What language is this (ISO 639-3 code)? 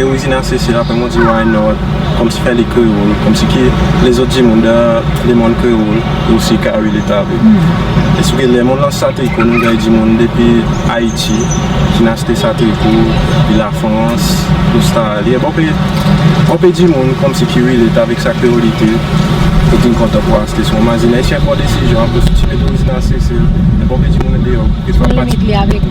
crs